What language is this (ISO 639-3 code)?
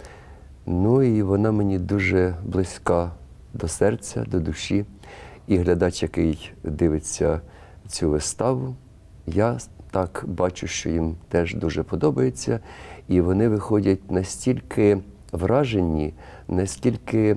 ukr